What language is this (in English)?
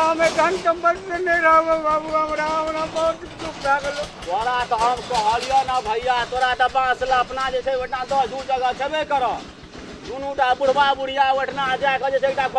Maithili